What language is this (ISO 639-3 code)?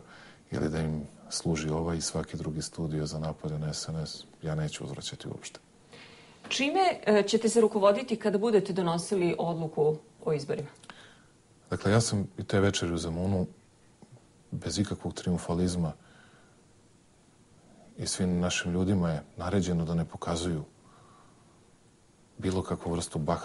srp